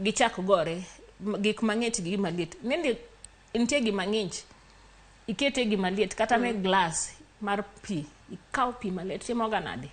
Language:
Luo (Kenya and Tanzania)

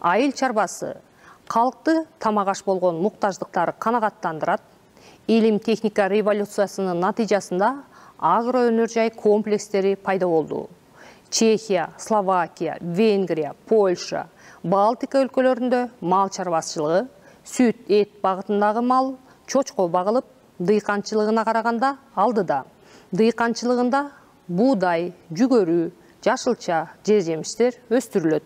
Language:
Kyrgyz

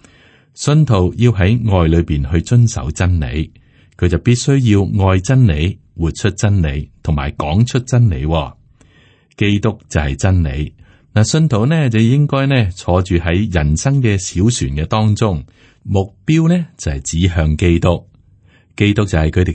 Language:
Cantonese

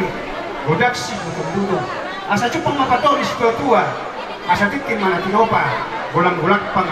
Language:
Batak Toba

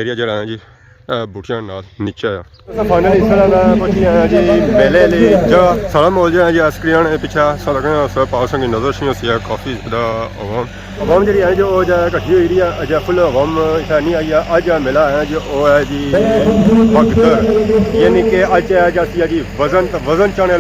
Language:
Pahari-Potwari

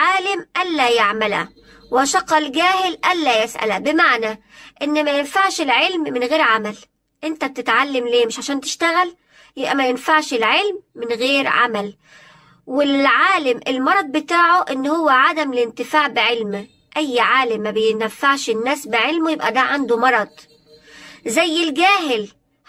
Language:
Egyptian Arabic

